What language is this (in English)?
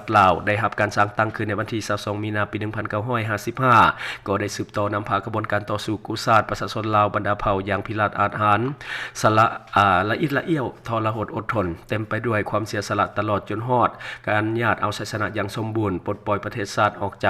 Lao